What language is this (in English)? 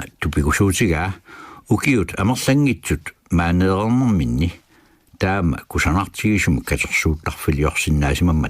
Kalaallisut